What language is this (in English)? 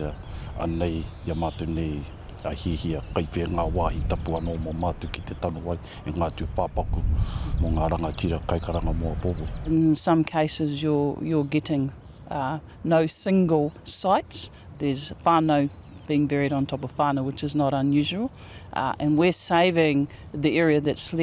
Māori